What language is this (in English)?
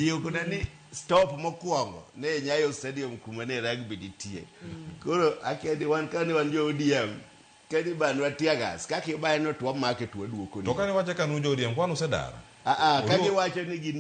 Luo (Kenya and Tanzania)